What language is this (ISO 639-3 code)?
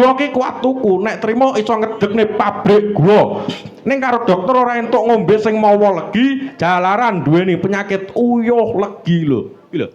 jav